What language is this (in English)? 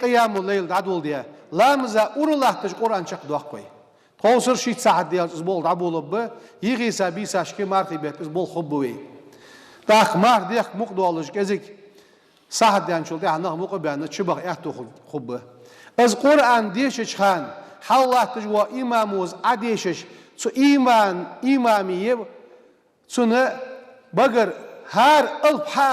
Ingush